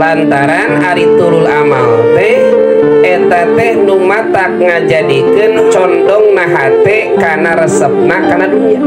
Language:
Sundanese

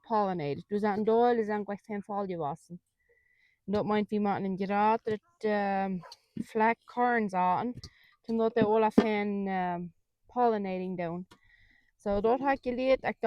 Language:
Plautdietsch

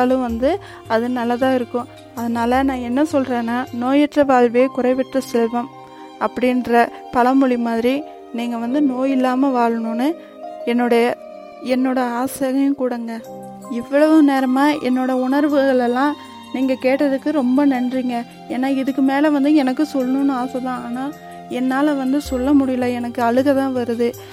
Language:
Tamil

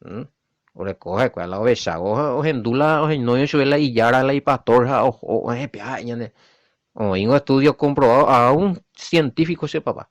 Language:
Guarani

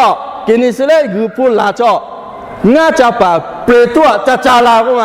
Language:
Lahu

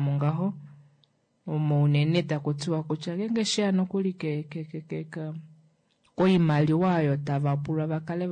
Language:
Kuanyama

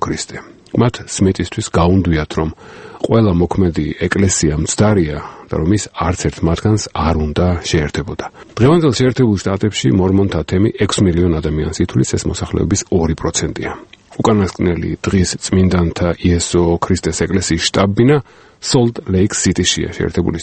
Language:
Georgian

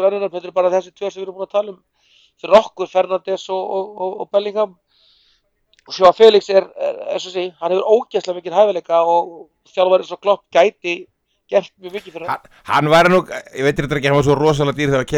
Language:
Icelandic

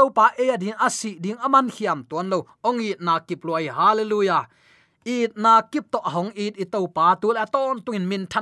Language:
Tedim Chin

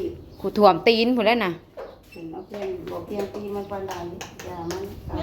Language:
Northeastern Thai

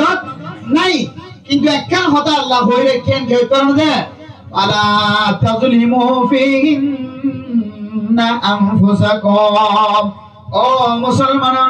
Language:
Rohingya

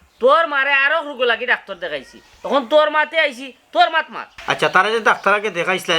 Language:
Sylheti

